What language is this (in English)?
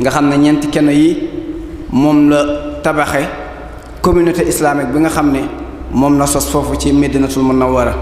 Wolof